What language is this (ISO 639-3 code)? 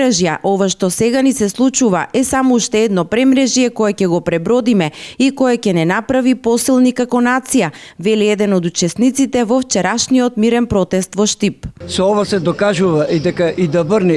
mkd